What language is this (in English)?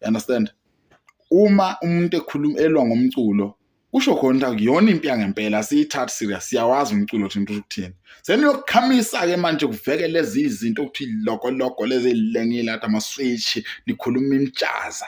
Zulu